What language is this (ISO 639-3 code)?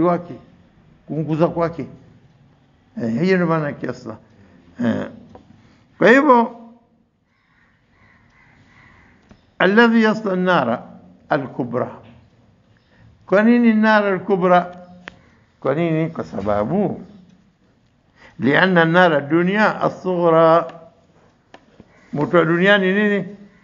swa